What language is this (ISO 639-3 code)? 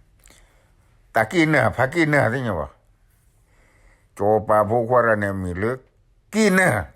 ksw